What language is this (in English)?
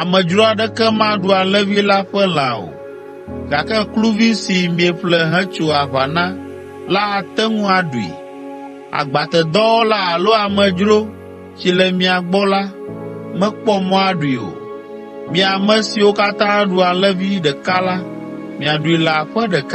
Ewe